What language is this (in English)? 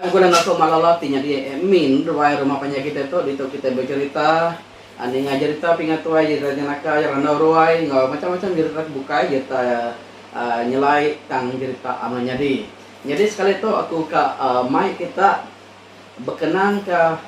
Iban